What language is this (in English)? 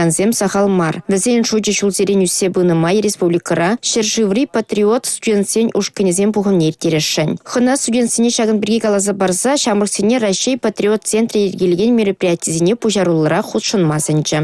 Chuvash